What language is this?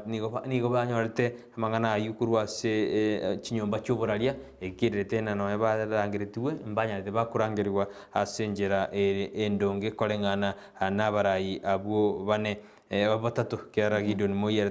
Gusii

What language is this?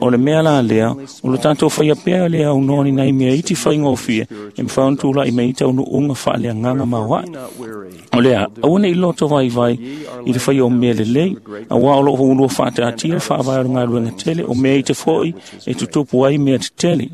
Samoan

